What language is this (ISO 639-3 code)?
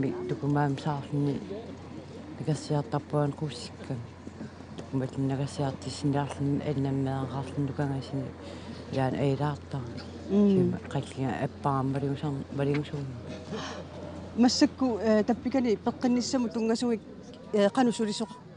kal